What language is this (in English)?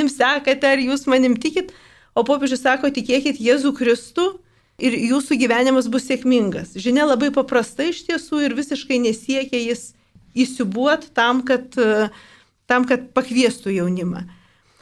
Lithuanian